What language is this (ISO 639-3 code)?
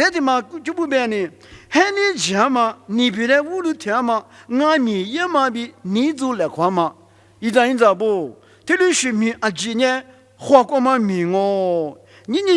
lis